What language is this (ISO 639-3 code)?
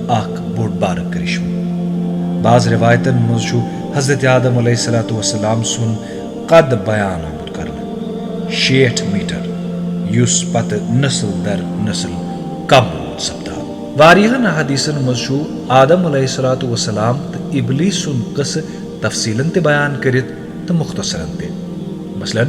kas